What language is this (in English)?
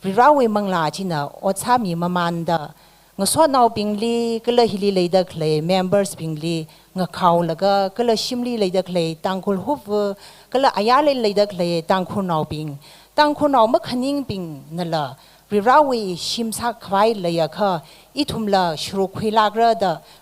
Tangkhul Naga (India)